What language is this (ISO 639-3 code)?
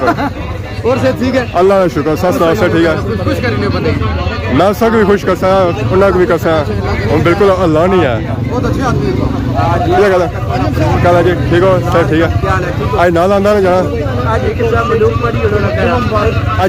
phr